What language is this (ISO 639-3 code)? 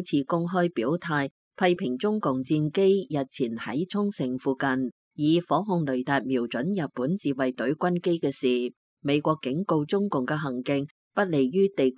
yue